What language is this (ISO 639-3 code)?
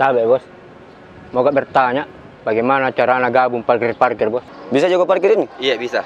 mfp